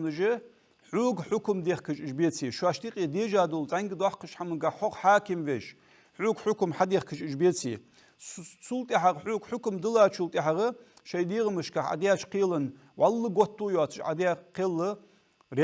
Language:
Ingush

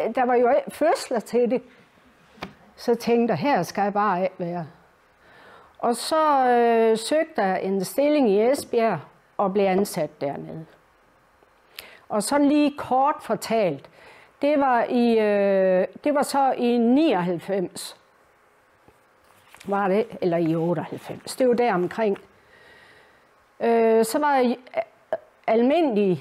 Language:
Danish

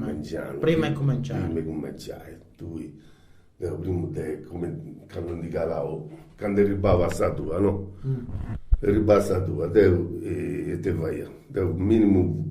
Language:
Sardinian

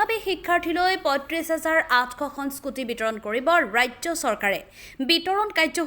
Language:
Assamese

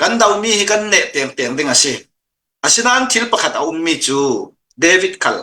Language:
Hakha Chin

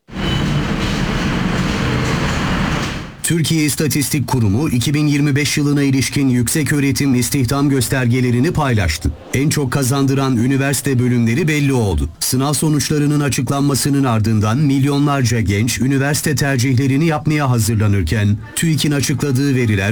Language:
Turkish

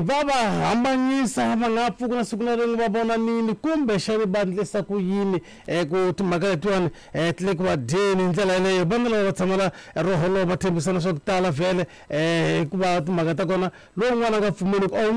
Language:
Tsonga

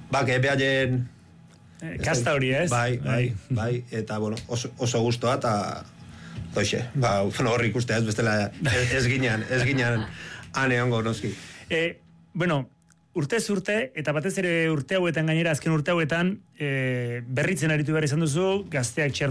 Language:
Basque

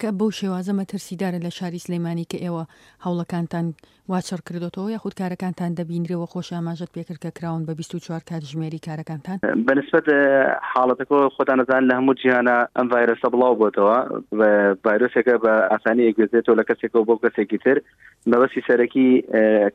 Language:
Central Kurdish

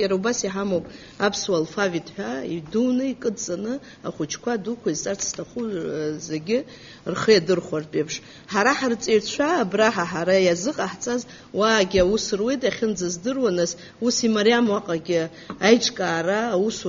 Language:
Abkhazian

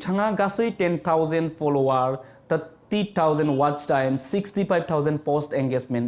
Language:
Bodo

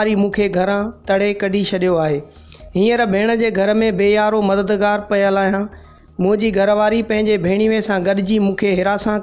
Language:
Sindhi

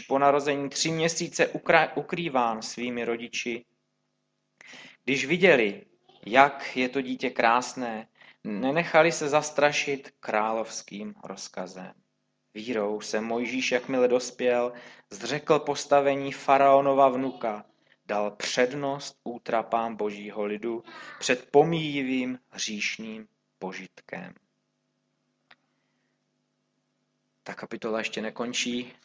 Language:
Czech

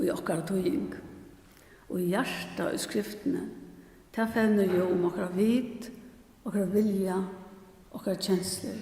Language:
Faroese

